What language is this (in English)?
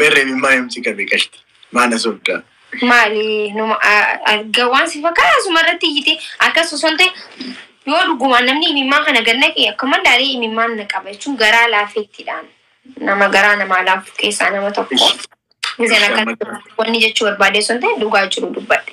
Oromo